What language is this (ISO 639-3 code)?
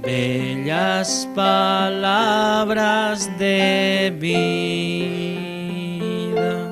aym